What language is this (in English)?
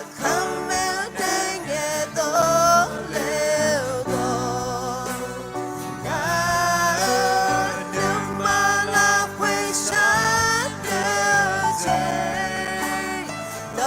Akha